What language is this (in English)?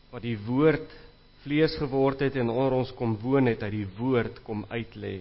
Afrikaans